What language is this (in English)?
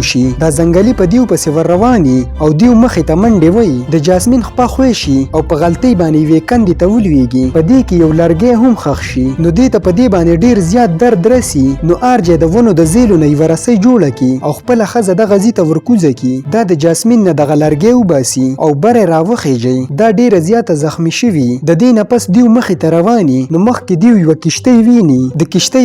Pashto